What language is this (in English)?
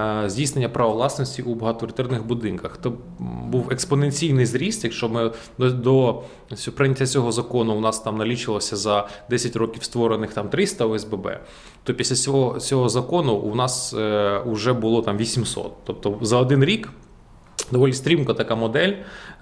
Ukrainian